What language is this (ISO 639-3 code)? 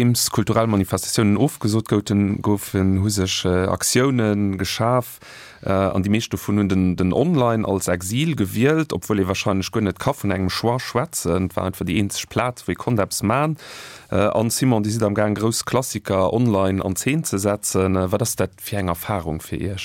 ltz